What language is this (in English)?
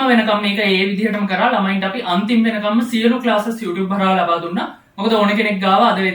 Sinhala